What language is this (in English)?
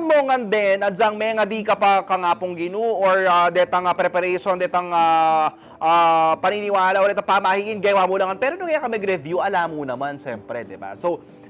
Pampanga